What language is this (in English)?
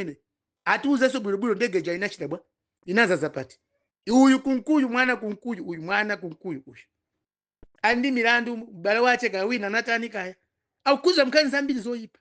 Nyanja